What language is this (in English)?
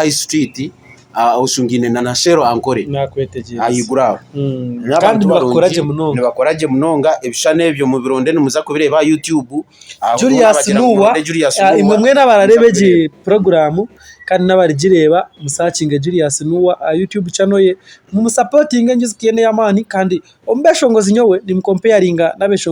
Nyankole